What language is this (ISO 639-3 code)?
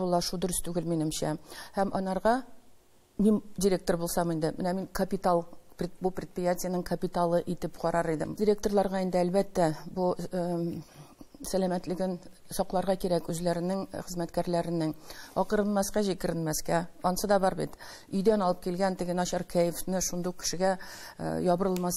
tat